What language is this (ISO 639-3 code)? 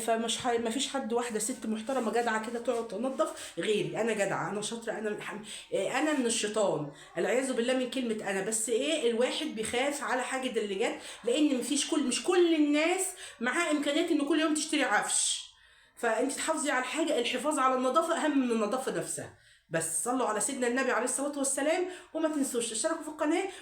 arz